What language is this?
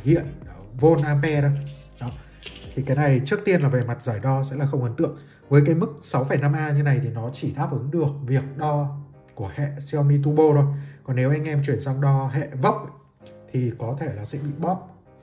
Vietnamese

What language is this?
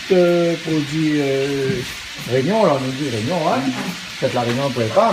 Réunion Creole French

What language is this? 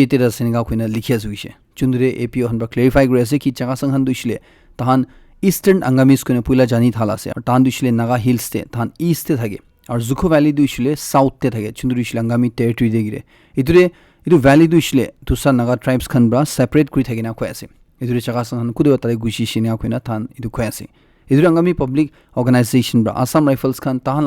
Naga Pidgin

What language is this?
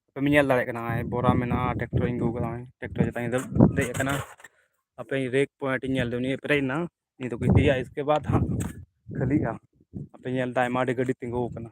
Santali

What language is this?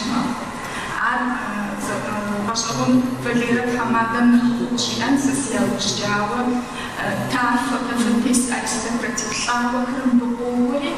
Kabardian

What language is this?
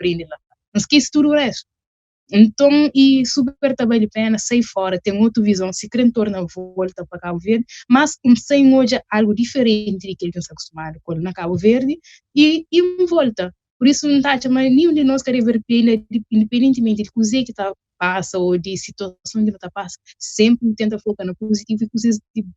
Kabuverdianu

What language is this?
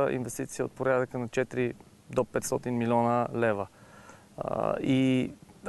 Bulgarian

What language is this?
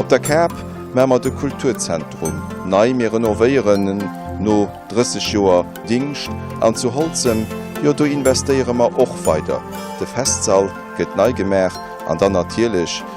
Luxembourgish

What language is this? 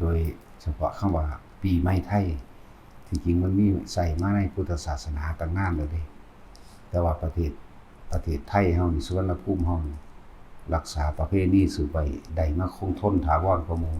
Lao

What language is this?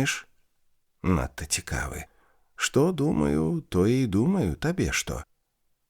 Belarusian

